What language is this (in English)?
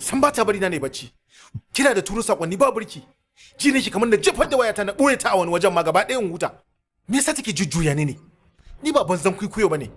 Hausa